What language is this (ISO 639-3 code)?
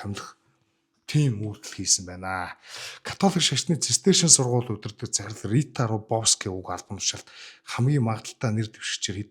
mon